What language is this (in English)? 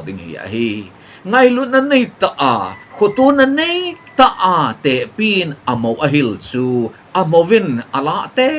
Thado Chin